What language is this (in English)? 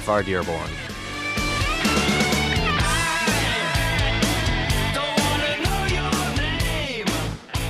English